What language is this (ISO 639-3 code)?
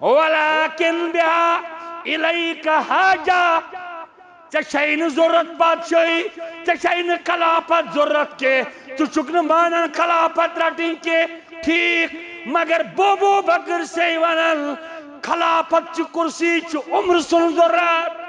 kas